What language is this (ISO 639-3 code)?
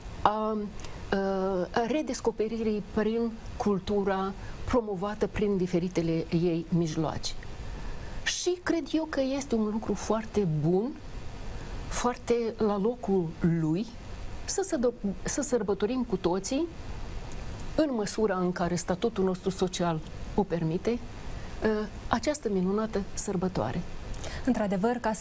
ron